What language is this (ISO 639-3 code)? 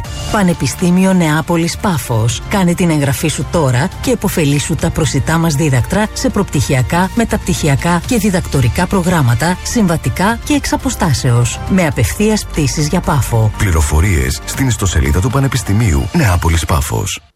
ell